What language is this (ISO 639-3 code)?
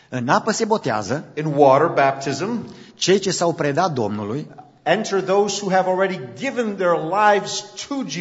ron